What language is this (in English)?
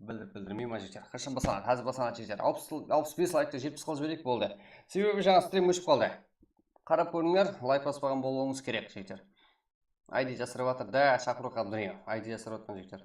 Kara-Kalpak